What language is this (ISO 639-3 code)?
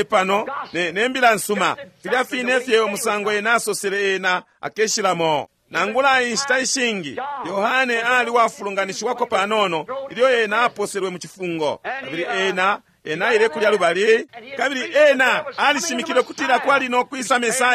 bem